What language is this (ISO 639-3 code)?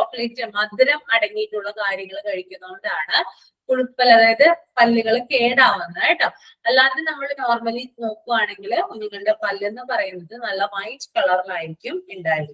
mal